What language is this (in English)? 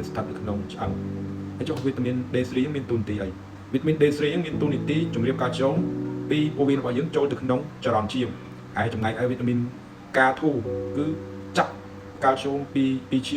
Khmer